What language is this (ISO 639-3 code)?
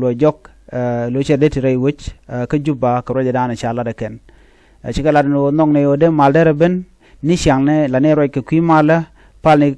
nus